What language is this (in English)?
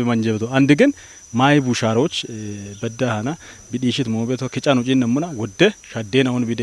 Kafa